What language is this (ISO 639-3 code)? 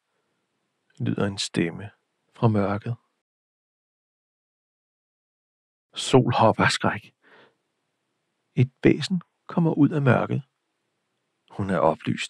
dan